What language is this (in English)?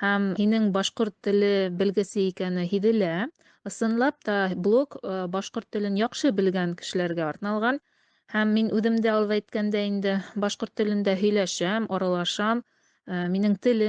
Bashkir